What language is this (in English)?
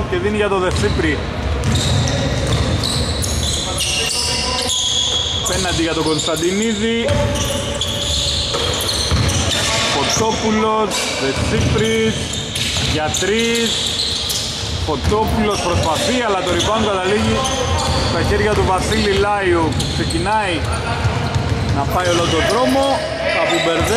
Greek